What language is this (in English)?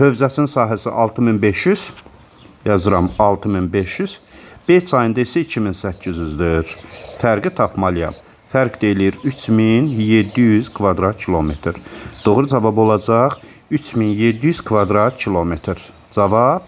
Azerbaijani